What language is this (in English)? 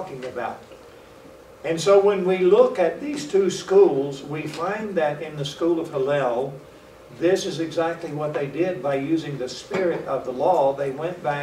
English